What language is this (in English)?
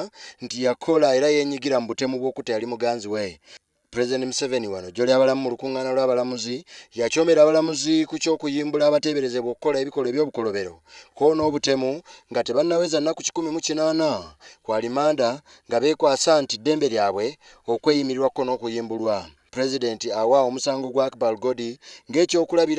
Ganda